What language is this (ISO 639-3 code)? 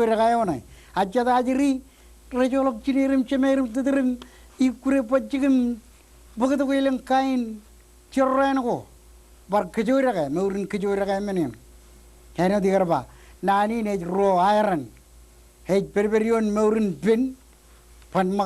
mah